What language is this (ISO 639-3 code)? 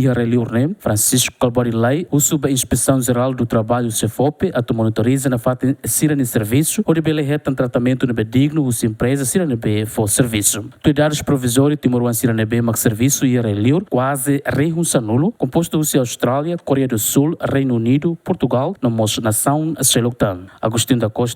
tet